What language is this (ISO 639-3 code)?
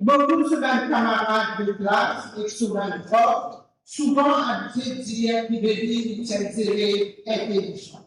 mfe